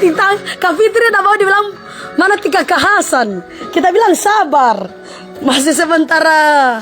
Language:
Manado Malay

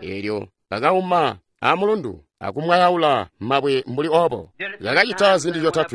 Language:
Tonga (Zambia)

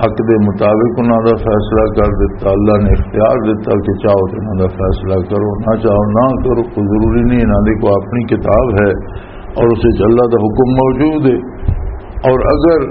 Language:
Western Panjabi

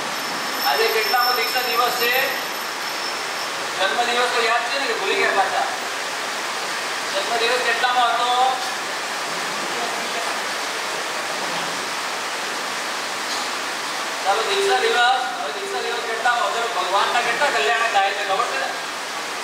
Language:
Gujarati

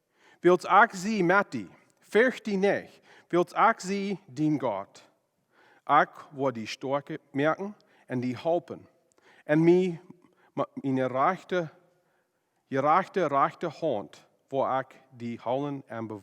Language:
Plautdietsch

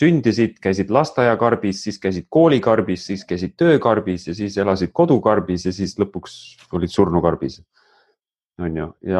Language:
Estonian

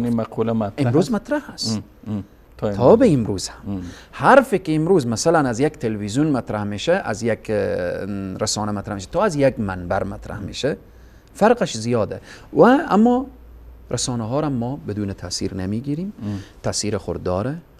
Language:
Persian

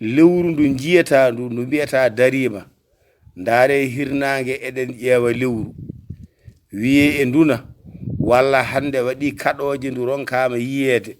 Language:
Fula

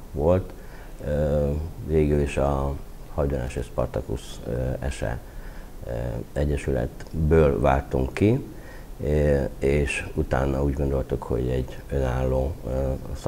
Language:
Hungarian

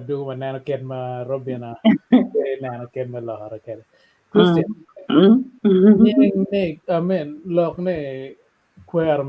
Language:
Acoli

